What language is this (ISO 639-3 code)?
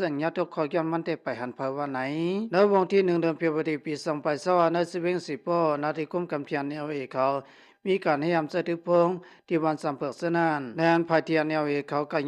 shn